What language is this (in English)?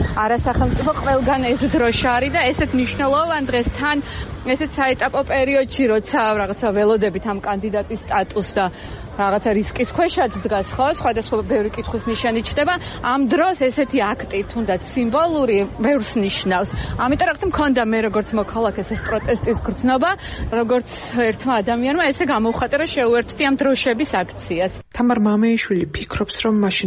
Georgian